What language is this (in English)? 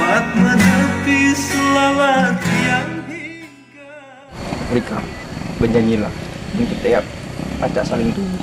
Musi